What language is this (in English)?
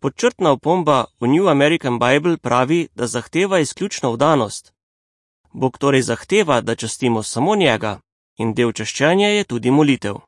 Slovenian